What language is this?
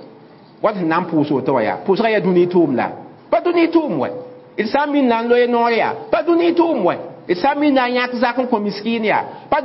Mossi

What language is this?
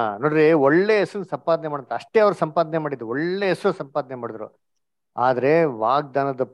Kannada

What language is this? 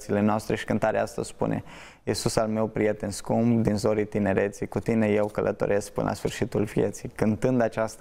Romanian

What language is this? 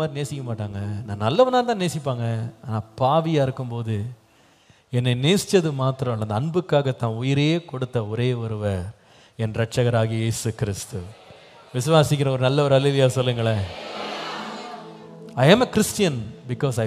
Tamil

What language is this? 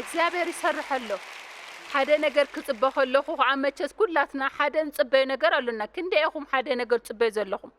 Tigrinya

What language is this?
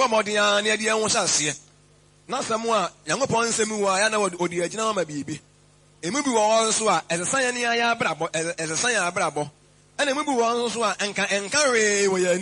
Akan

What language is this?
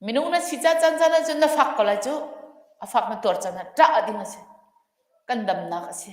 Hakha Chin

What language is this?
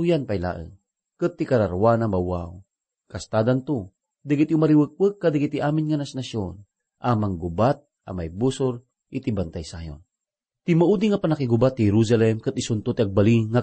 Iloko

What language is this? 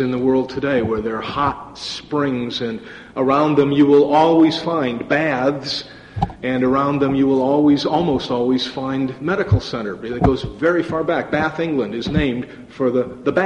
English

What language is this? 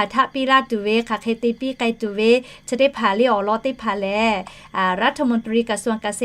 Lahu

